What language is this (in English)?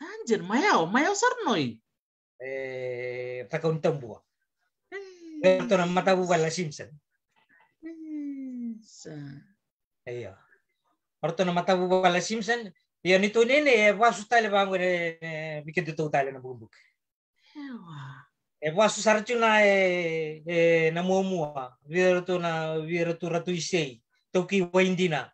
Fijian